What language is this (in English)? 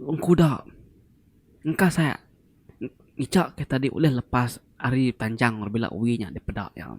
Iban